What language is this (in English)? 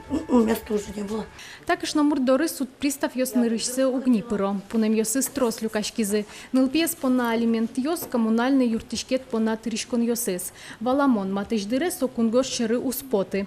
Udmurt